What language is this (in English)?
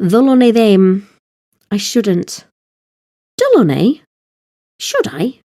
Welsh